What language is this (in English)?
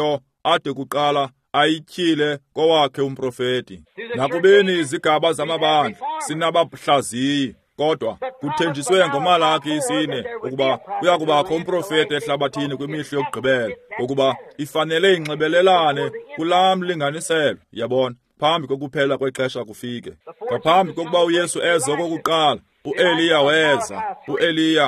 Xhosa